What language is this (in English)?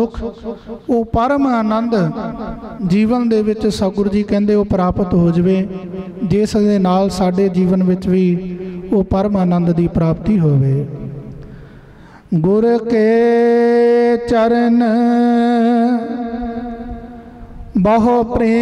Punjabi